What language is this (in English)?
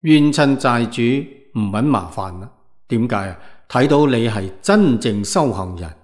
Cantonese